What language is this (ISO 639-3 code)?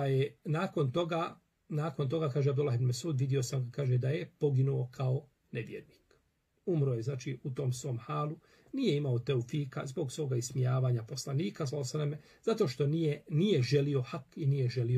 bos